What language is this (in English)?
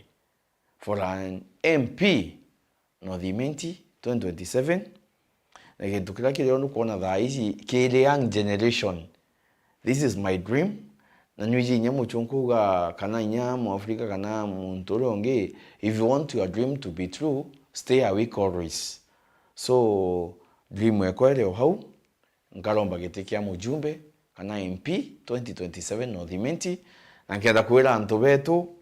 Meru